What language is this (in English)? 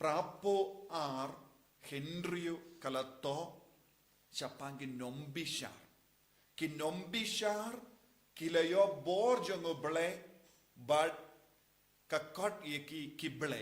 Khasi